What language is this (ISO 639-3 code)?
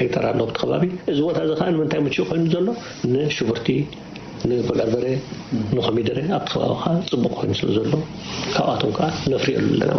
tir